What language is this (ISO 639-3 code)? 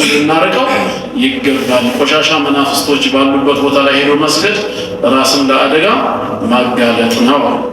amh